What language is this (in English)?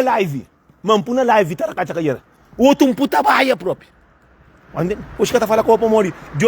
Kabuverdianu